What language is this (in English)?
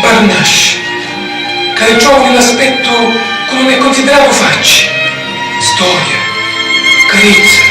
Sicilian